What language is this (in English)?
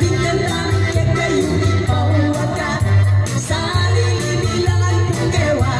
Pampanga